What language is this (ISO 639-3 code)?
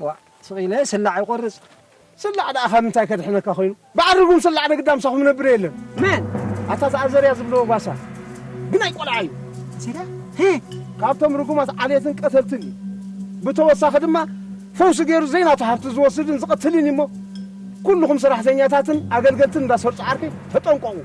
tir